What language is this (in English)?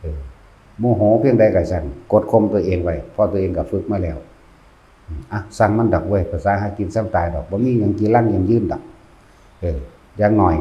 Northeastern Thai